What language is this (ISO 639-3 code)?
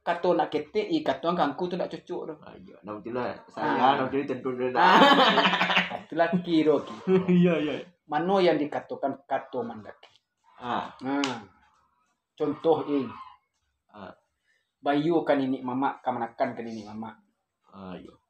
min